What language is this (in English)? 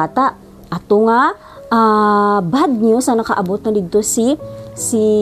Hiligaynon